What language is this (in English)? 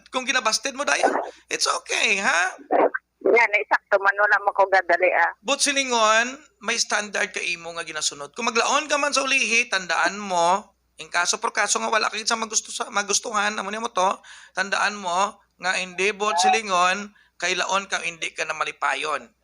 Hiligaynon